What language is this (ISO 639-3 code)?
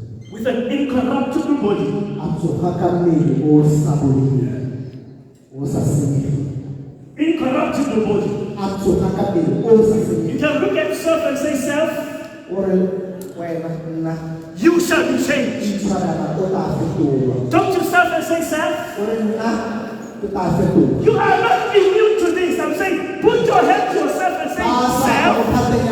tsn